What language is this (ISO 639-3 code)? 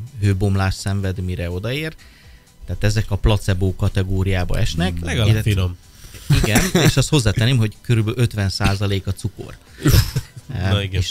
hun